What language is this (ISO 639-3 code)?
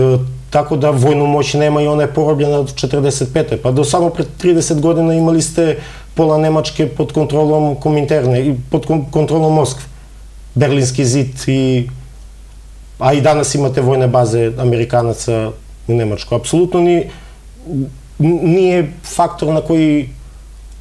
srp